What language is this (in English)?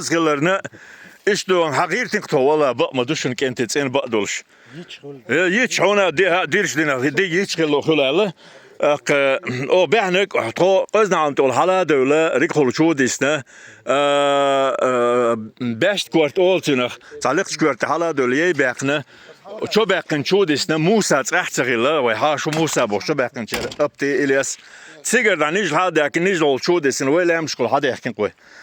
Chechen